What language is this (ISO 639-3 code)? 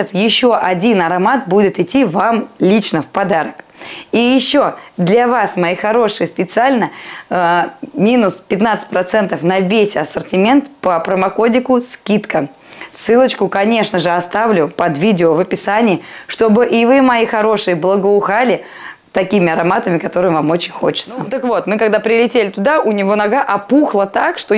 rus